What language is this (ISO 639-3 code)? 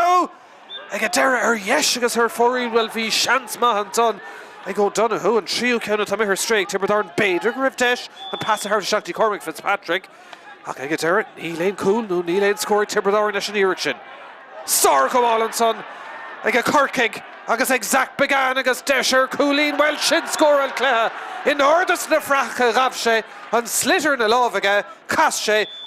gle